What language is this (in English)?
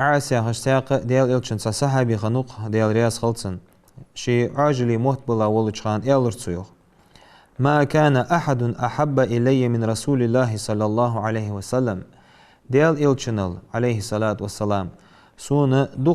Ingush